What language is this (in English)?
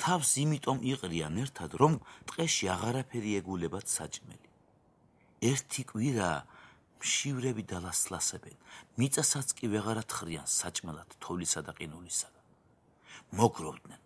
Georgian